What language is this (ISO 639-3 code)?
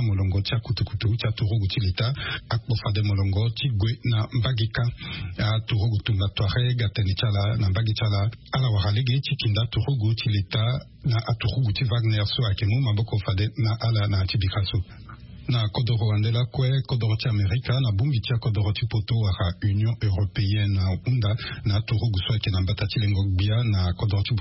sag